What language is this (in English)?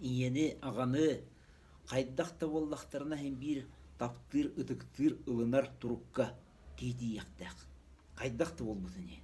Yakut